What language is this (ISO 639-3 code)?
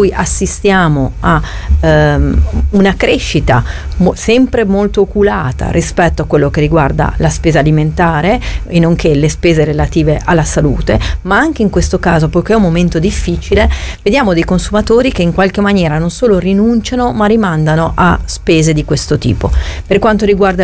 ita